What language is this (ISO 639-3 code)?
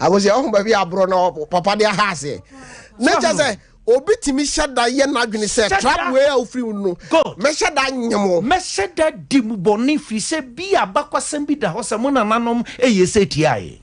aka